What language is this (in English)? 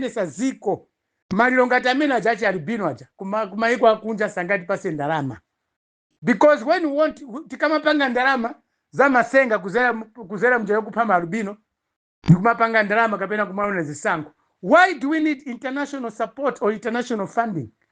Nyanja